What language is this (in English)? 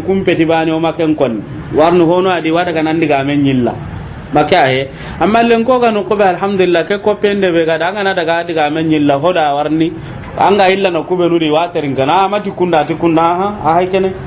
Soninke